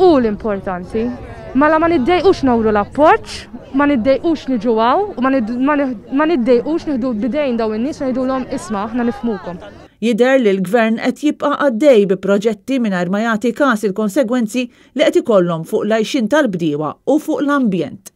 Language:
Maltese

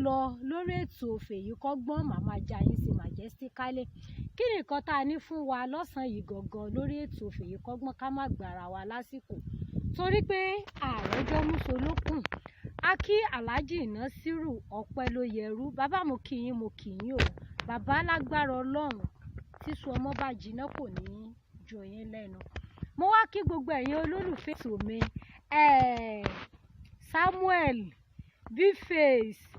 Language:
Yoruba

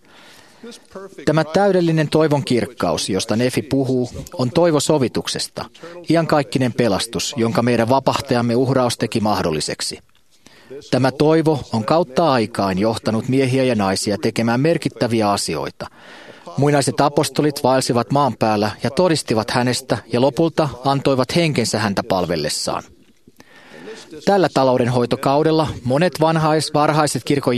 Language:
Finnish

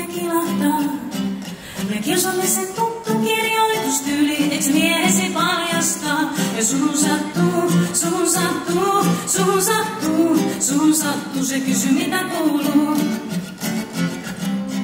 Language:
Finnish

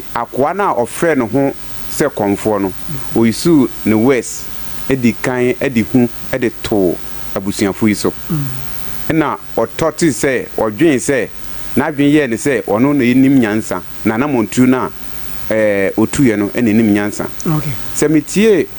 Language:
Akan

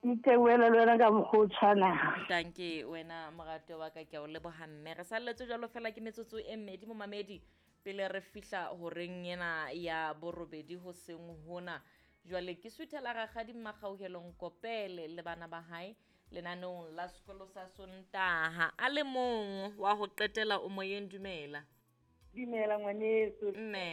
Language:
Southern Sotho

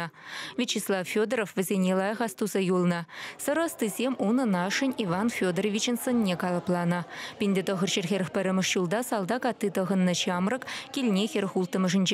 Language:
Chuvash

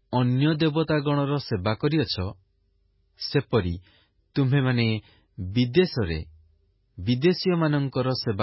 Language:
Odia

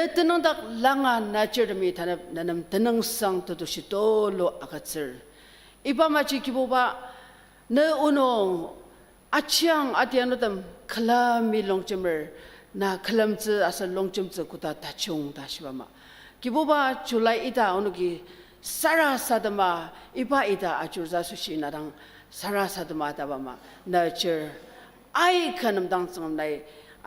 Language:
Ao Naga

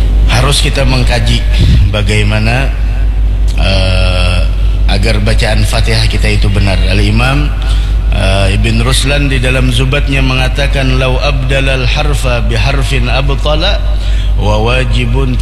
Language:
Indonesian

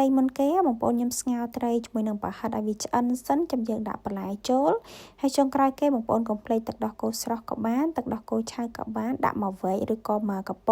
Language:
Khmer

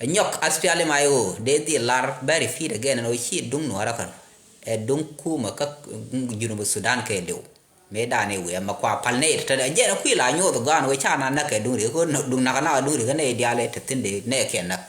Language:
Nuer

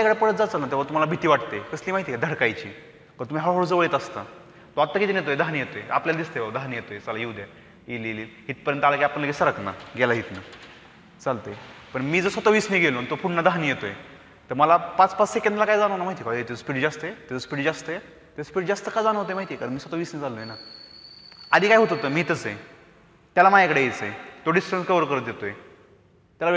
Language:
Marathi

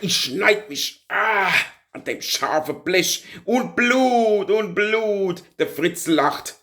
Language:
Palatine German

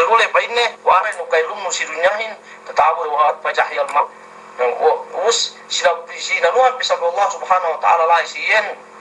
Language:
Yakan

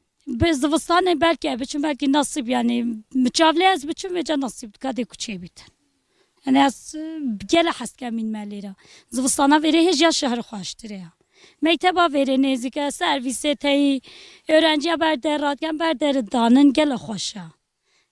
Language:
Kurdish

